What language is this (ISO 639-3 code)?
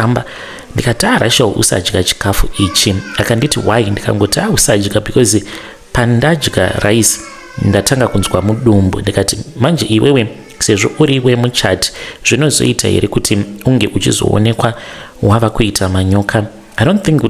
sna